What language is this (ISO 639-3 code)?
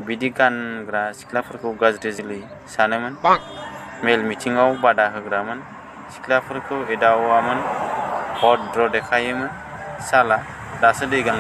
brx